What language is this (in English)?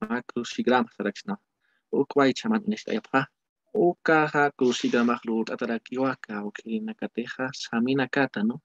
Aymara